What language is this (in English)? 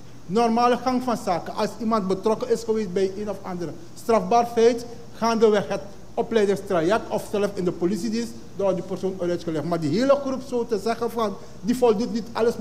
Dutch